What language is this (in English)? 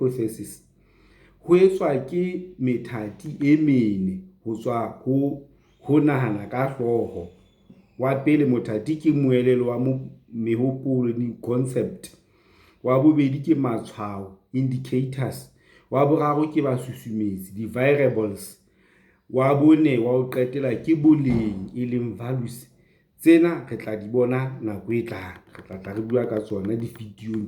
Southern Sotho